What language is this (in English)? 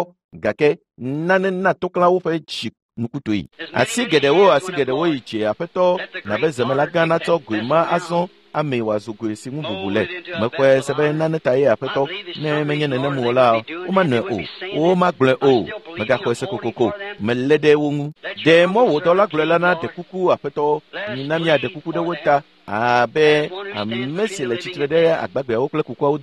Ewe